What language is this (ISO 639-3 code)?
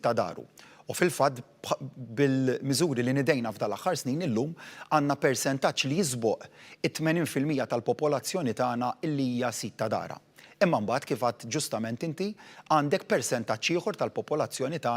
mlt